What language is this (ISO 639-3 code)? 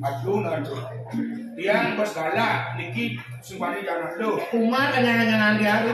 ban